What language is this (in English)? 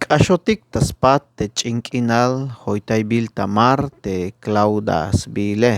Tzeltal